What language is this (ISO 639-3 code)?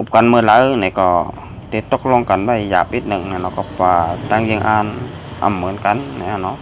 shn